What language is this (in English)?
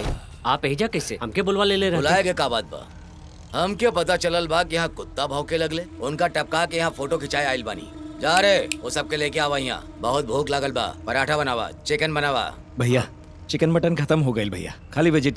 Bhojpuri